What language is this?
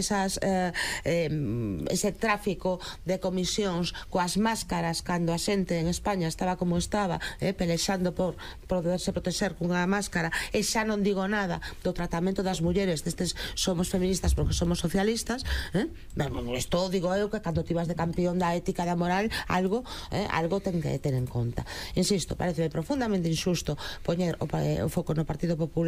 Galician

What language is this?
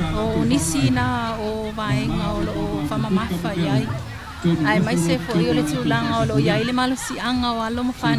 Samoan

